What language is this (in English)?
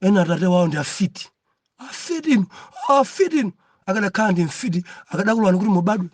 Nyanja